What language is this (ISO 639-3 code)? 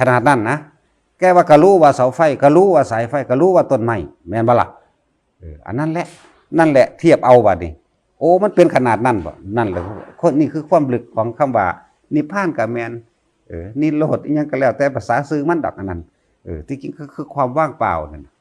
tts